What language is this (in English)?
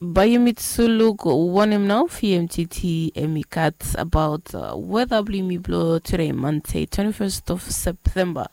Bislama